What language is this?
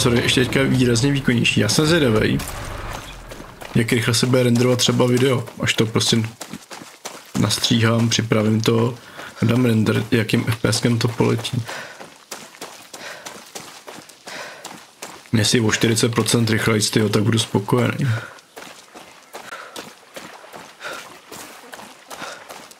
Czech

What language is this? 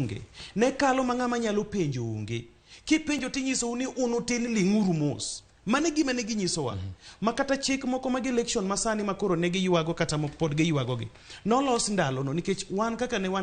Luo (Kenya and Tanzania)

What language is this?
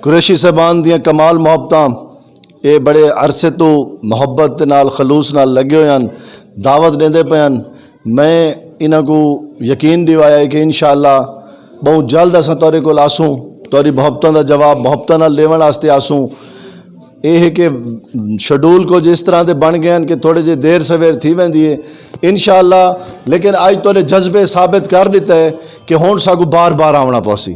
Saraiki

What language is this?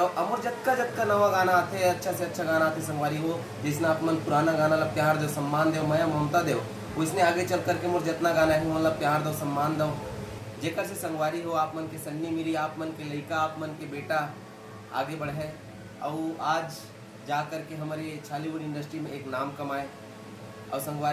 Chhattisgarhi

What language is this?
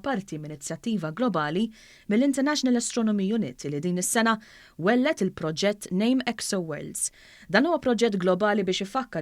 Maltese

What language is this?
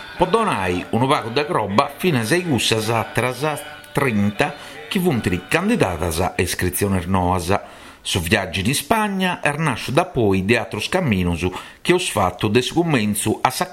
Sardinian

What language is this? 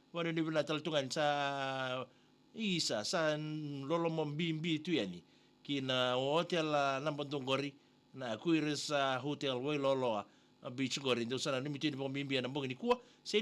Fijian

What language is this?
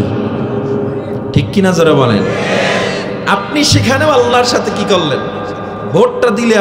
Bangla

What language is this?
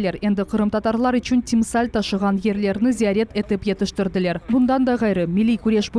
Crimean Tatar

